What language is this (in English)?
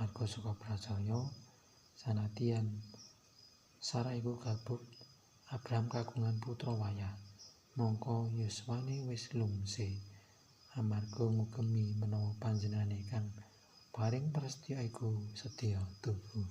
Javanese